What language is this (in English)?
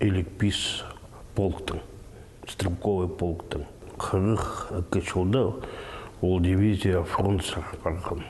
Khakas